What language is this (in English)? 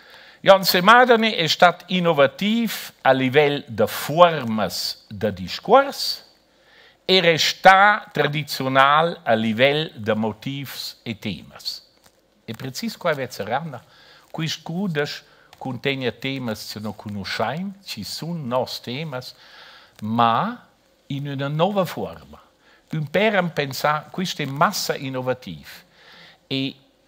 Romansh